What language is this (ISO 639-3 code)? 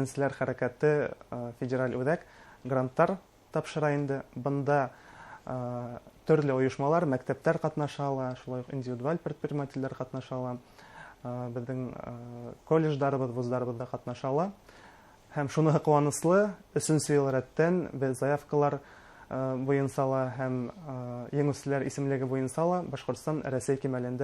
bak